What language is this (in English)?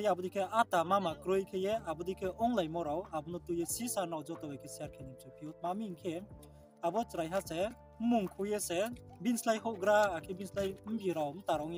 Riang (India)